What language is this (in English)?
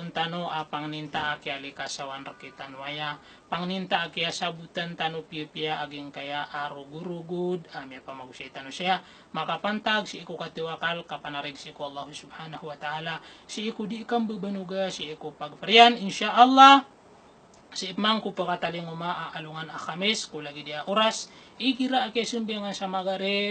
Maranao